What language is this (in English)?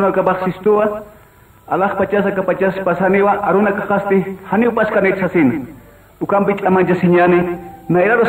Aymara